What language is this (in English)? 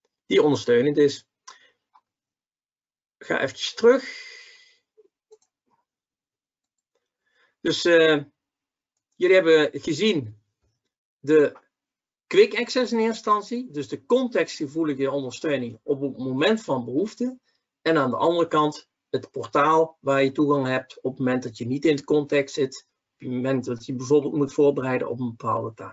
Dutch